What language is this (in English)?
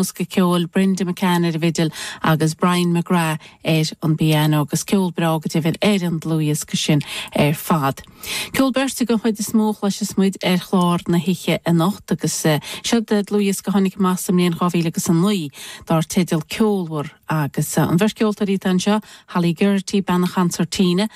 Irish